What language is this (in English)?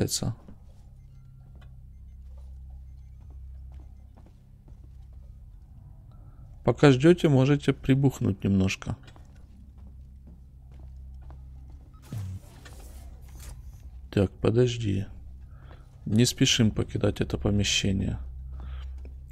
Russian